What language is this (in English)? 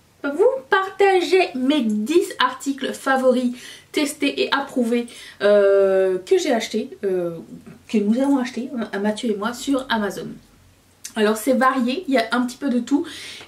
French